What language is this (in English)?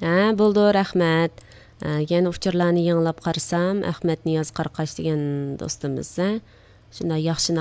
Uyghur